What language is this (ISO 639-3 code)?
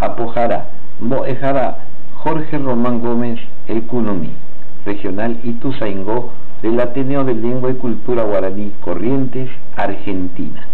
grn